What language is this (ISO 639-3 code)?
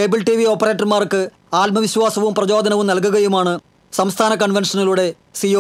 mal